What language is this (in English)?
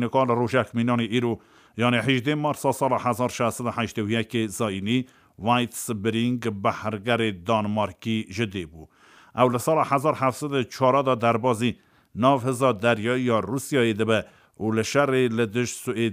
Kurdish